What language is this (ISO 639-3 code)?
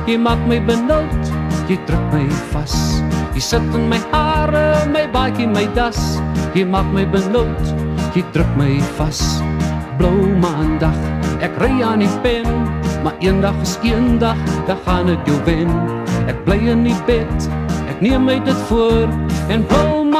afr